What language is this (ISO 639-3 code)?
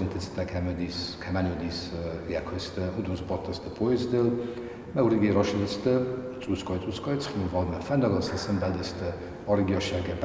oss